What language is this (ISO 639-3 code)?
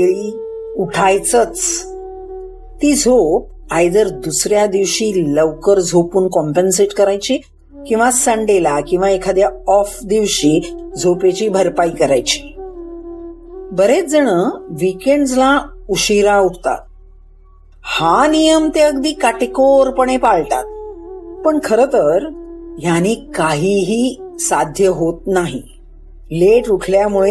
mar